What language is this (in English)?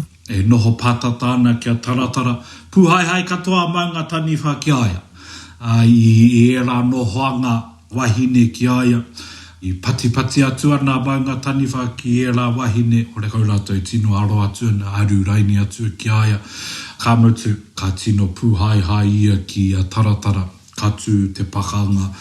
Māori